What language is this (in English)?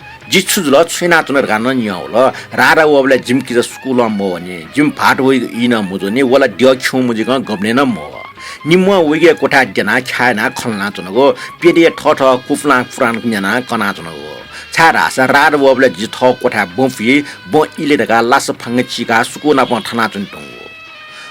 Newari